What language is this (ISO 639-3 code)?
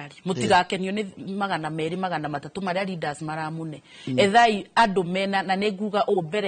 kik